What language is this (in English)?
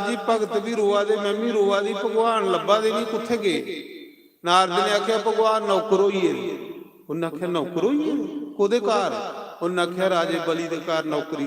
Dogri